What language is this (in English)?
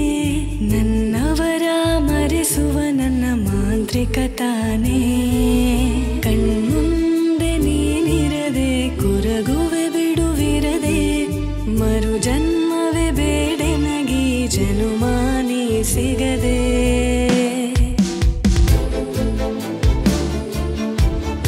Kannada